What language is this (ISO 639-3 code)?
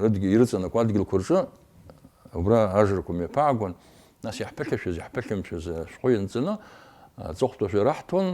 abk